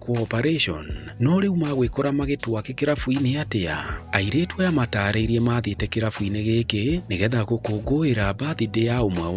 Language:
Kikuyu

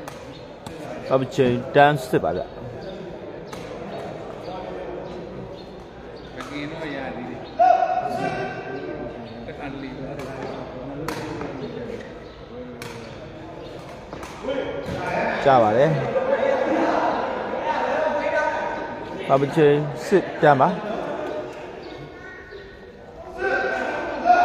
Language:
Burmese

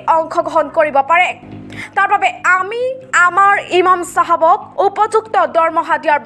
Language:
Assamese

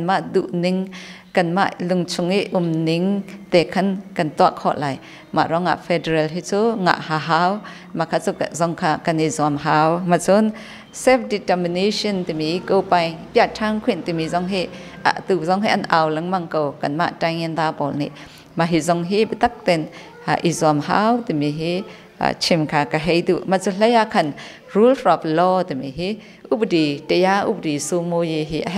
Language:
Hakha Chin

